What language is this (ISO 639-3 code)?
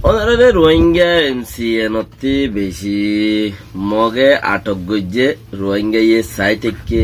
rhg